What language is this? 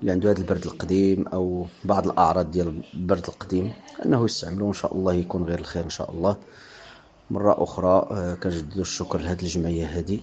Moroccan Arabic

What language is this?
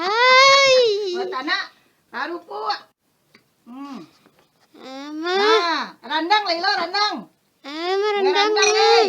Minangkabau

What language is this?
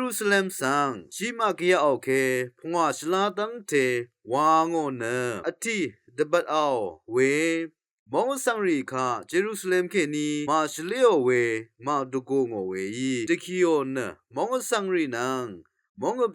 Rawang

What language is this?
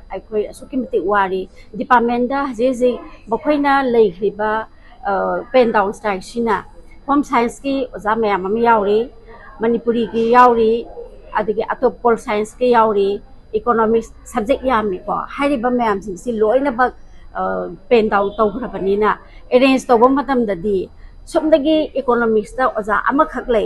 Manipuri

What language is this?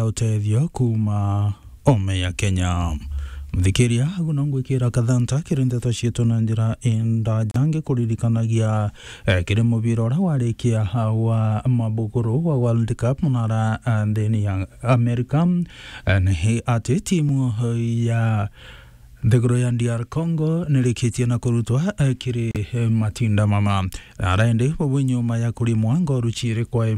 Meru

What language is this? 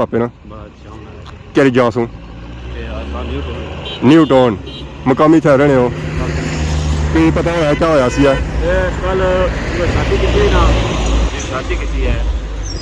Pahari-Potwari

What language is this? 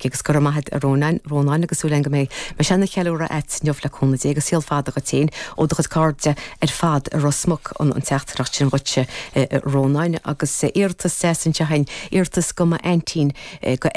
Irish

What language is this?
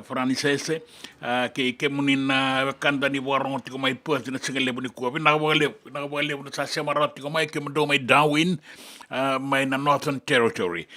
Fijian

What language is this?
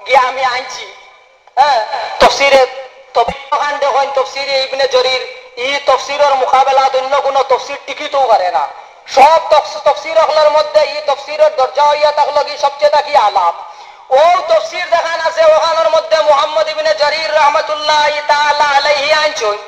Sylheti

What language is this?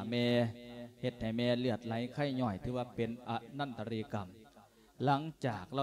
Lao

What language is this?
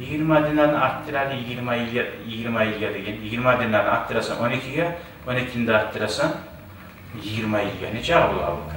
Kumyk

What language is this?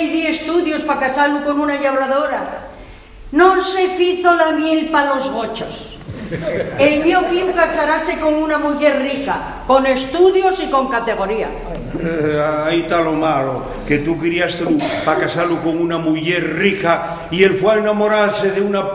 Asturian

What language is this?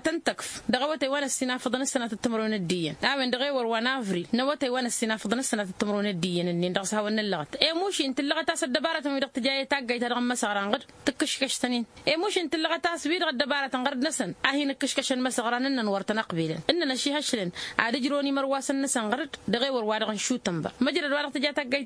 Tamasheq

